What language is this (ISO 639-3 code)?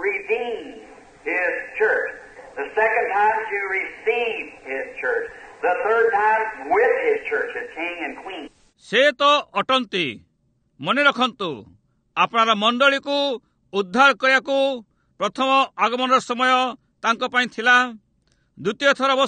ori